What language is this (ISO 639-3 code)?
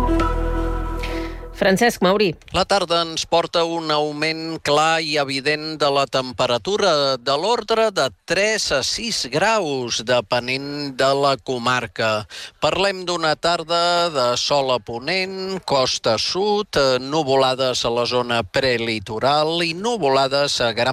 cat